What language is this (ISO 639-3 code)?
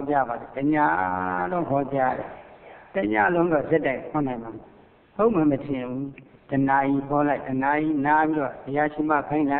mya